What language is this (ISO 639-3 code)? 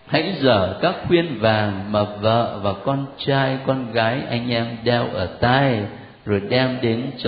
vie